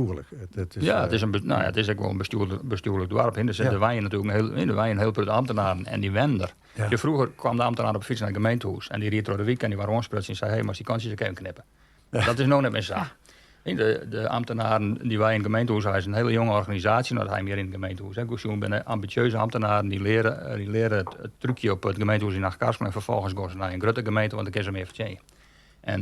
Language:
Western Frisian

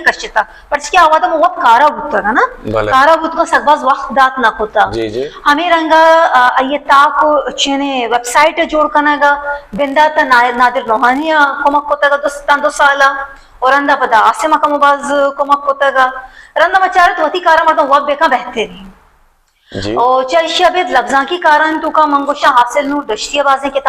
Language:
Baluchi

